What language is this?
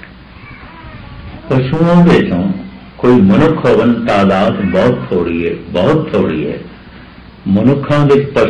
Punjabi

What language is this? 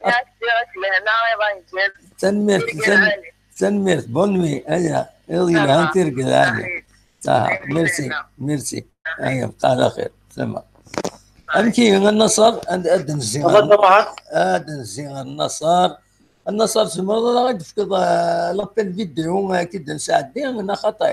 Kabyle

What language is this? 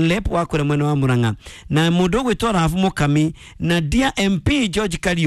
Kikuyu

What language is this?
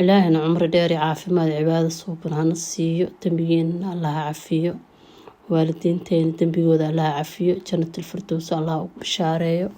Somali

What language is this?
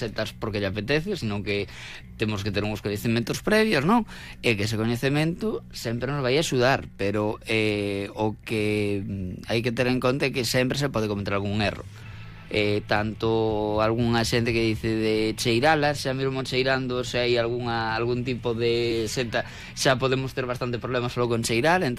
Galician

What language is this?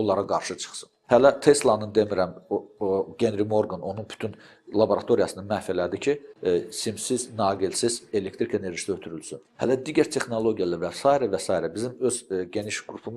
Azerbaijani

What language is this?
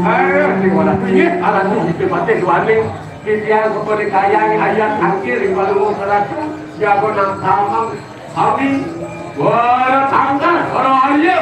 Balinese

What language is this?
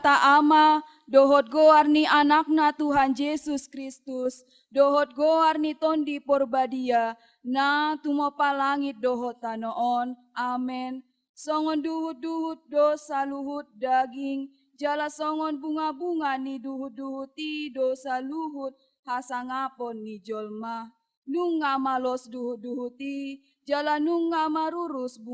Batak Toba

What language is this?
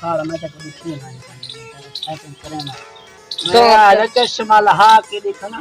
Saraiki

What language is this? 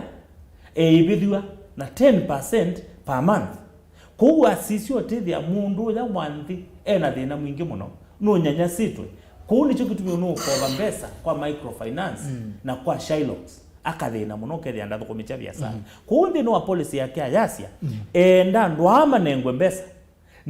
Kamba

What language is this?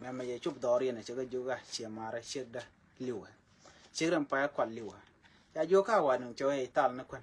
Nuer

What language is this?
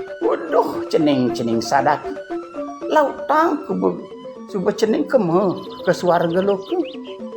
Balinese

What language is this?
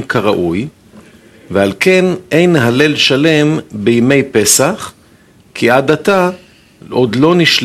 Hebrew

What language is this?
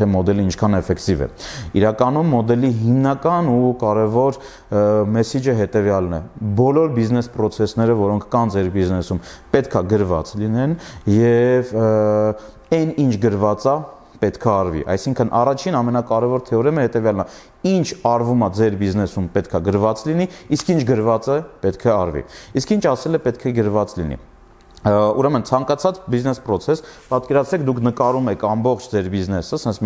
Armenian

